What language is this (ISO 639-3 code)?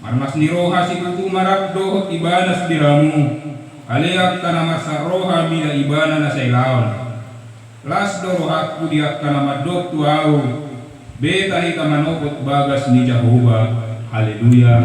bbc